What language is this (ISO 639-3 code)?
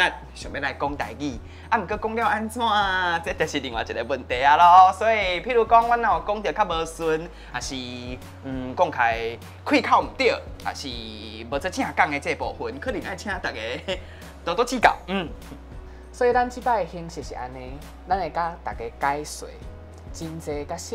nan